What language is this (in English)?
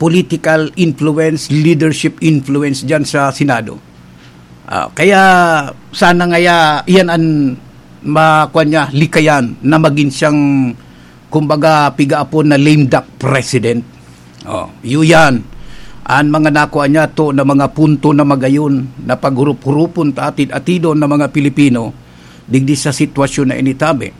Bikol